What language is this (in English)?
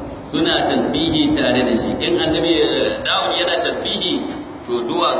Hausa